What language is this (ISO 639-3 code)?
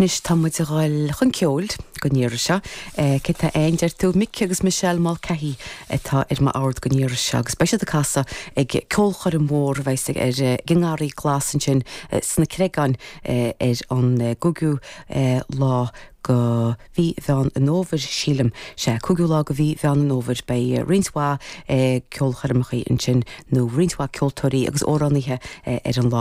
gle